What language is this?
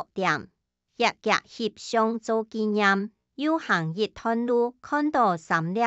Hakka Chinese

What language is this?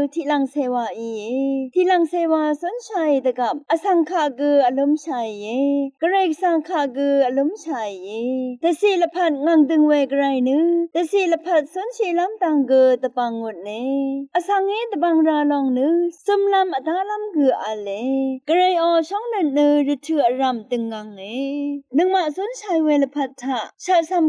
Rawang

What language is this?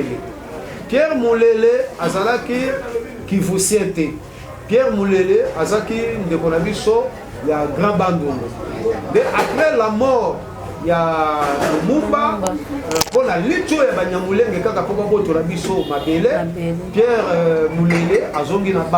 Lingala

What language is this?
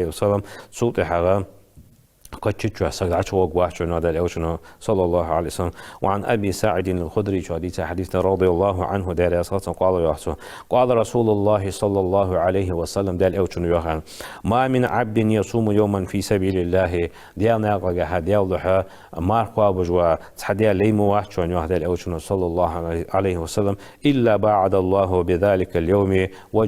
Ingush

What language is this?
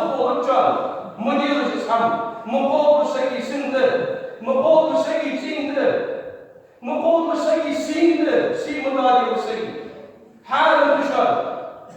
Ingush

